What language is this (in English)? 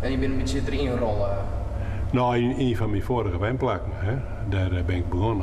Western Frisian